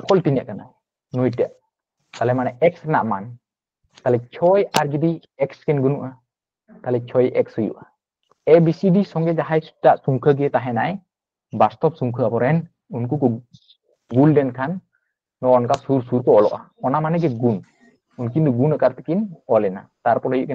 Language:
Santali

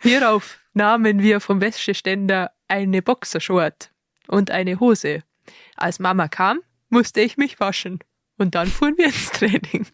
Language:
Bavarian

